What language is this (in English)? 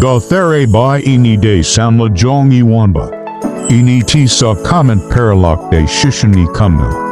Khasi